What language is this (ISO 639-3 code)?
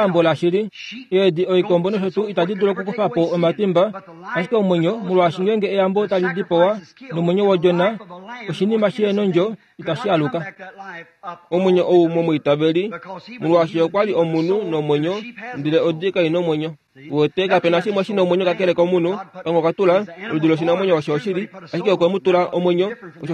kua